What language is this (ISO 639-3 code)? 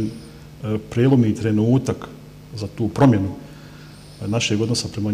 bos